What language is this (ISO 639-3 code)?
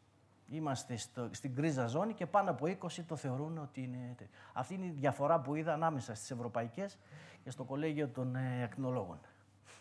ell